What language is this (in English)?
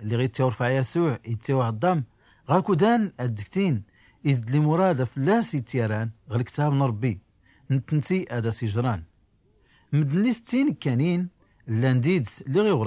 Tachelhit